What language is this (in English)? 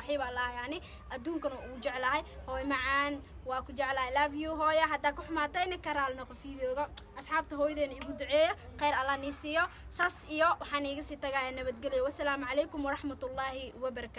Somali